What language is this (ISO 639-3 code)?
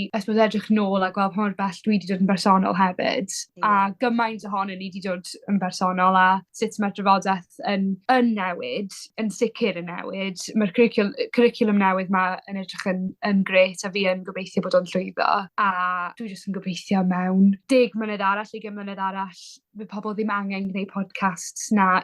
cym